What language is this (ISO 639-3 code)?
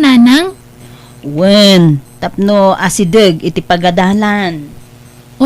ilo